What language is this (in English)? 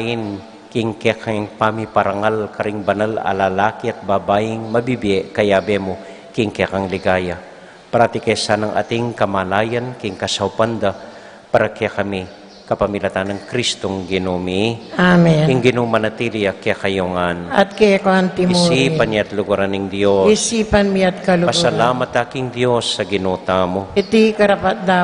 Pampanga